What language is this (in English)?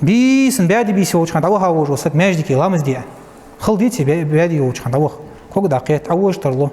Ingush